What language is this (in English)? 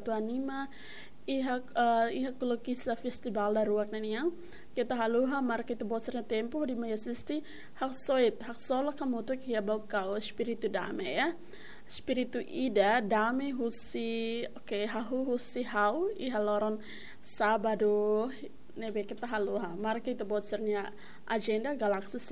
Tetum